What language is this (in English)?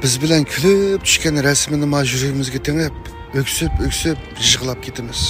Uyghur